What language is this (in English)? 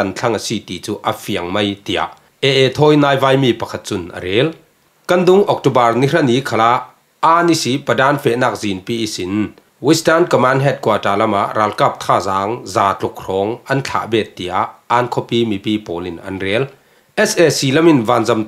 Falam Chin